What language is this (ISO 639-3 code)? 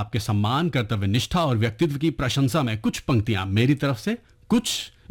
hin